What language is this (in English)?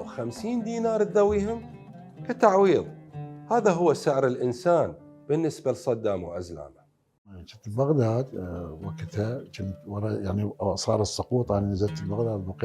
Mesopotamian Arabic